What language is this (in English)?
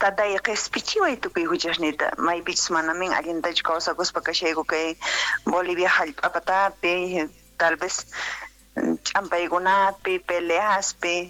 South Bolivian Quechua